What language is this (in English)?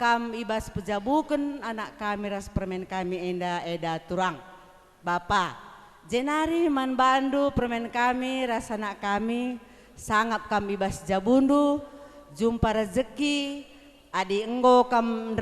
Batak Karo